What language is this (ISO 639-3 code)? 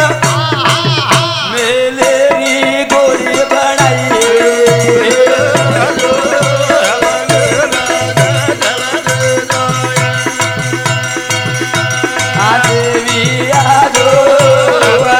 lmn